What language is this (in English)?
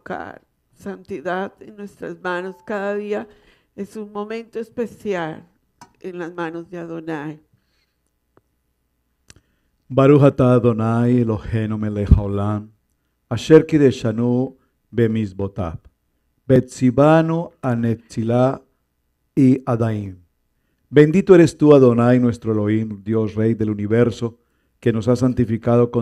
Spanish